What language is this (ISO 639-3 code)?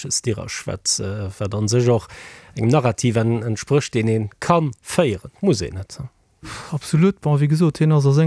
ltz